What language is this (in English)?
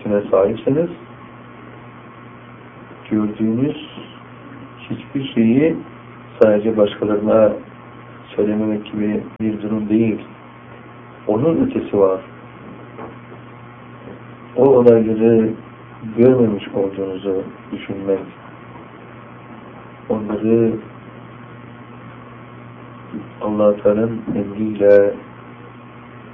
Turkish